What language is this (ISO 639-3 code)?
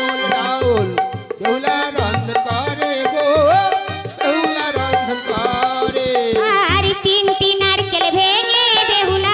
ben